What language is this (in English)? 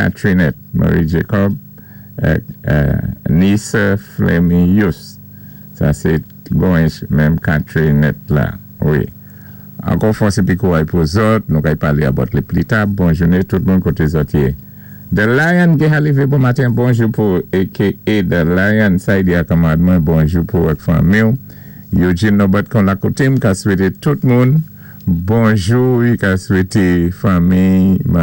Saint Lucian Creole French